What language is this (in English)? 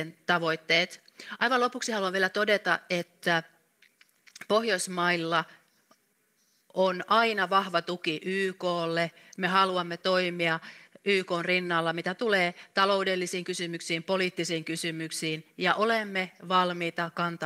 Finnish